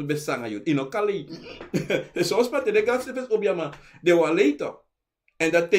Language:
Sranan Tongo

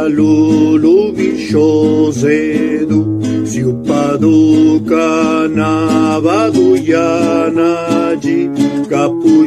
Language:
Zapotec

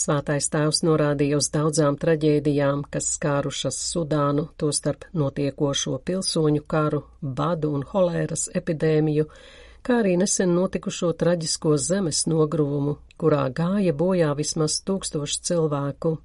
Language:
Latvian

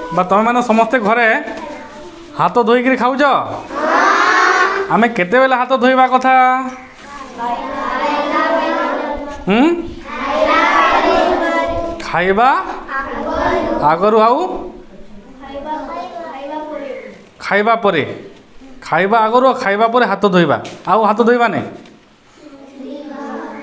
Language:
Odia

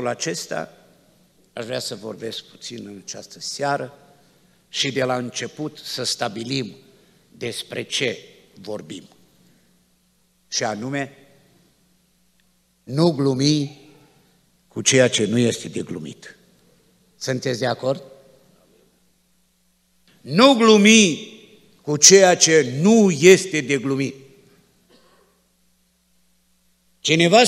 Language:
Romanian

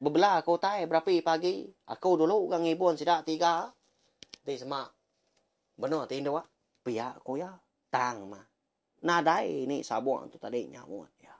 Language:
Iban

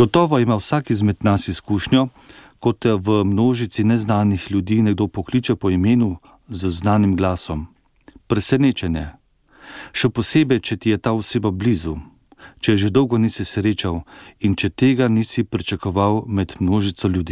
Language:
Slovenian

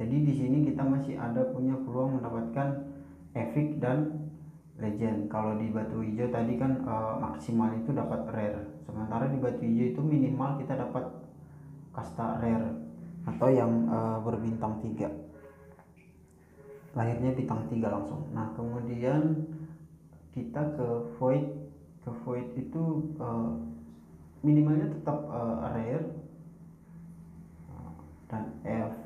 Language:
Indonesian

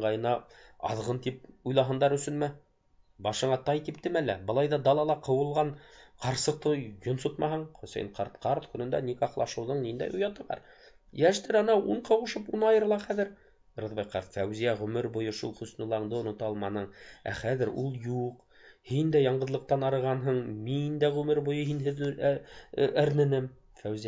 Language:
Bashkir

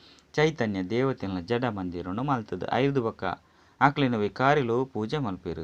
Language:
Tulu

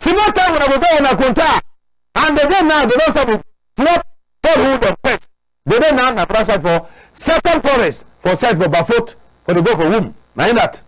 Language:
Cameroon Pidgin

